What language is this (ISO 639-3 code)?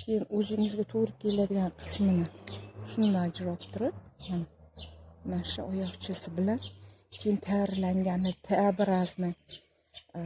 uzb